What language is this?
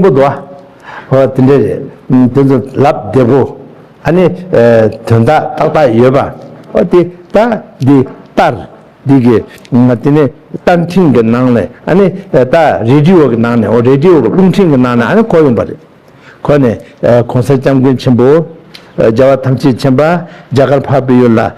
Tibetan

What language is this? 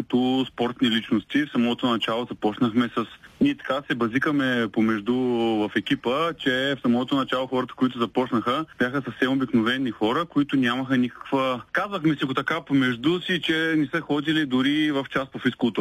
Bulgarian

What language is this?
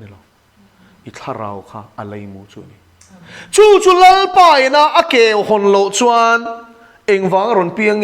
Mizo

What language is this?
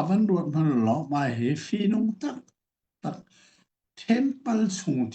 Hakha Chin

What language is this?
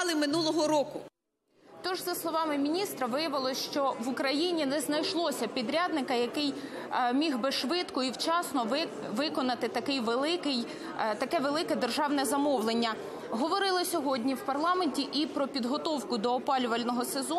Ukrainian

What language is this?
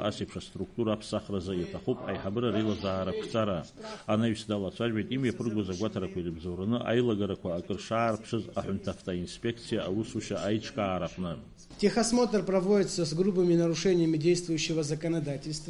Abkhazian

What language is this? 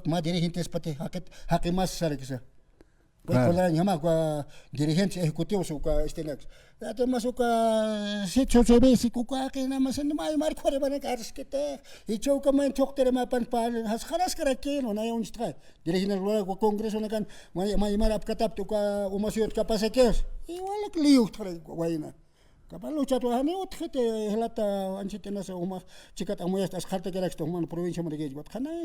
Aymara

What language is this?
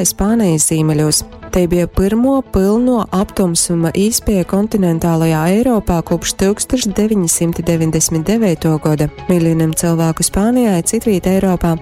Latgalian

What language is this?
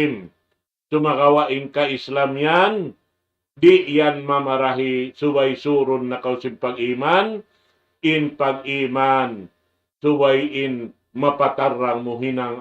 Tausug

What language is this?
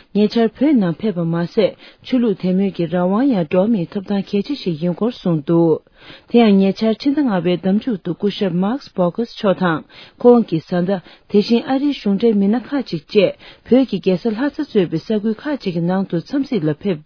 Tibetan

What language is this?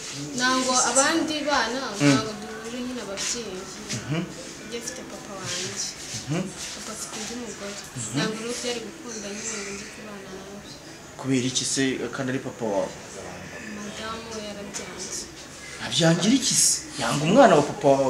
Kinyarwanda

